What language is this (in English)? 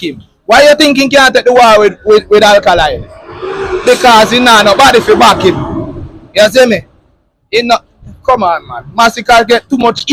Jamaican Creole English